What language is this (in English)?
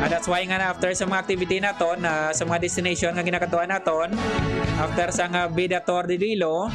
Hiligaynon